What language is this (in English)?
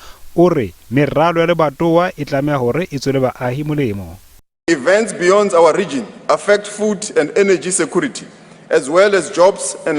Southern Sotho